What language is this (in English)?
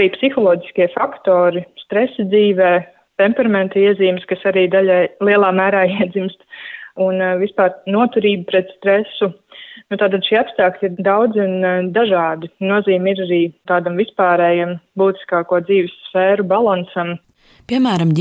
Latvian